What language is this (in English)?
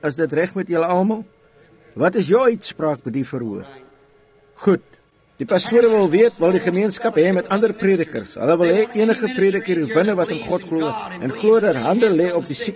Afrikaans